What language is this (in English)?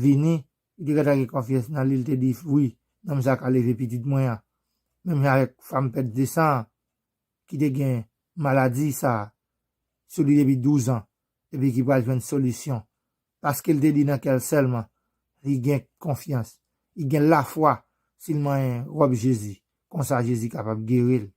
Haitian Creole